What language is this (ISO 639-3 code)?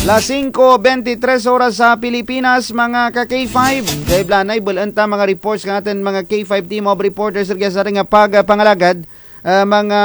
krj